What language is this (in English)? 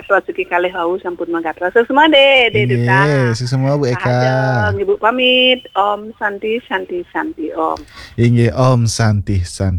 Balinese